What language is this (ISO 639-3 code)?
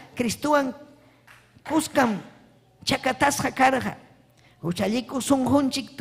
quy